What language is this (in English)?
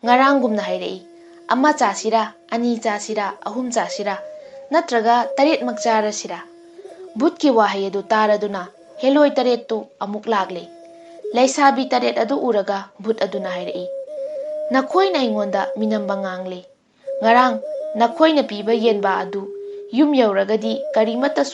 Manipuri